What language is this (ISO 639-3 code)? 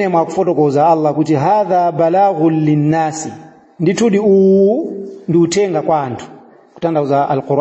nya